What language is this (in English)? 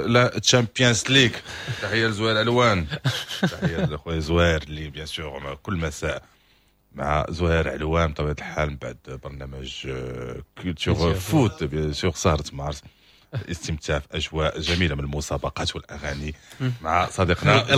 Moroccan Arabic